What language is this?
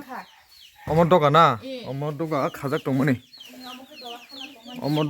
Kok Borok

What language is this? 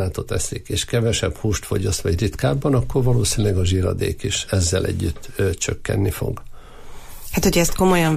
Hungarian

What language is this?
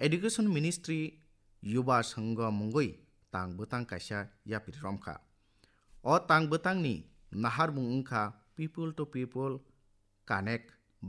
Kok Borok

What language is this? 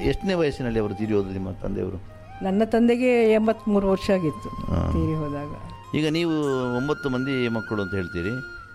Kannada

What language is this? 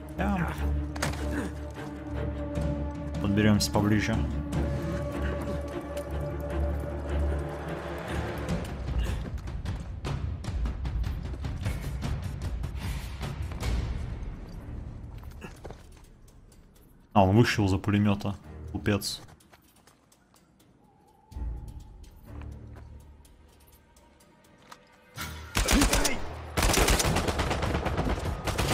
Russian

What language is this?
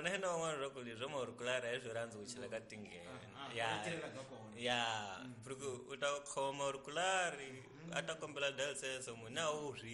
Tsonga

